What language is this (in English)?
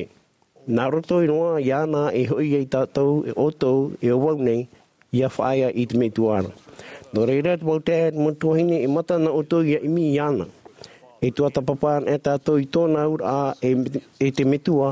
Tahitian